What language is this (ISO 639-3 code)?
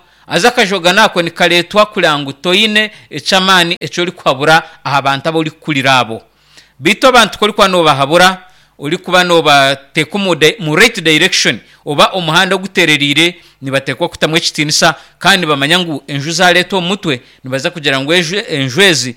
nyn